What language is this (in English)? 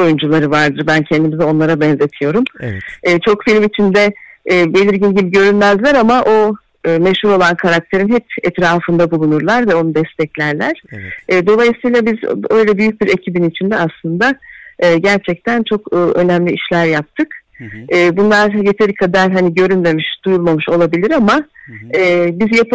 Turkish